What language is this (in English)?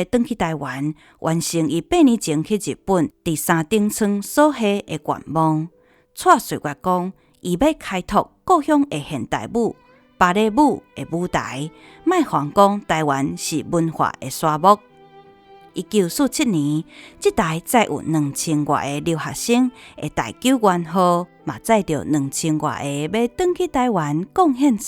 Min Nan Chinese